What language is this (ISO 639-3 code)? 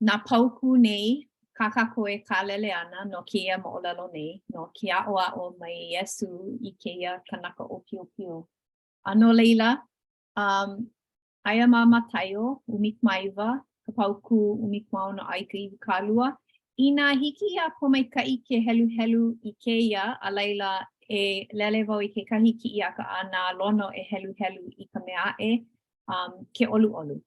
haw